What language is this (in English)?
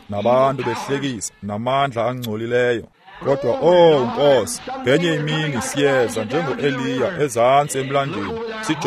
Xhosa